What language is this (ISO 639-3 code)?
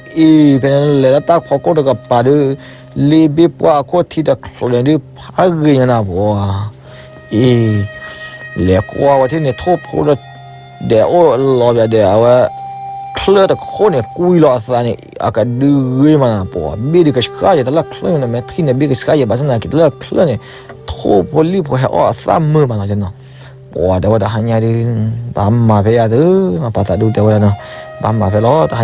ksw